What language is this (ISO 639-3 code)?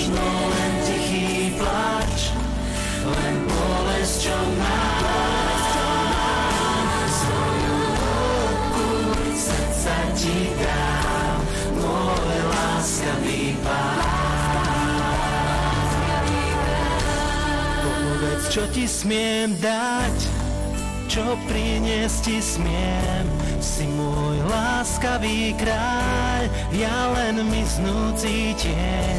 slk